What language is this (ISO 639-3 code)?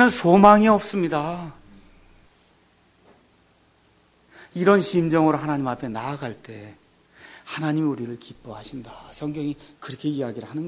kor